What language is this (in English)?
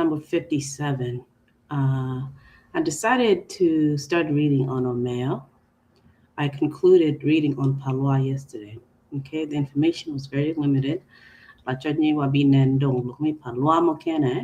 Acoli